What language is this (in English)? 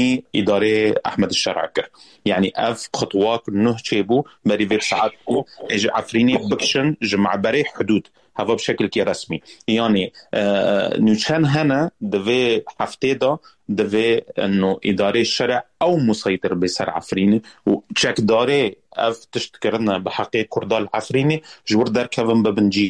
Kurdish